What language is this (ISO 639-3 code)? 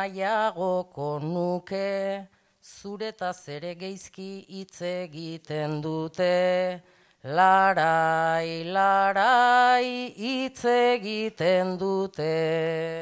eus